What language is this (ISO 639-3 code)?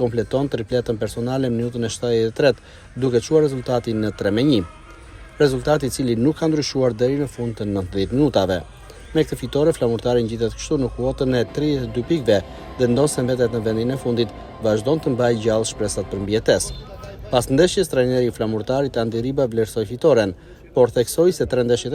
sqi